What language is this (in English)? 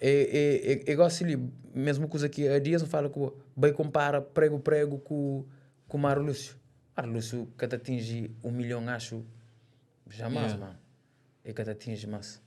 Kabuverdianu